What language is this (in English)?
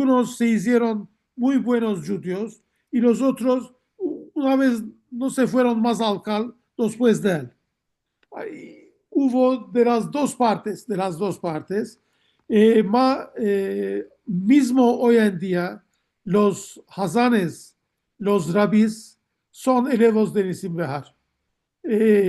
Ladino